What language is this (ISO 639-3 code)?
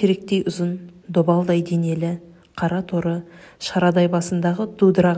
kaz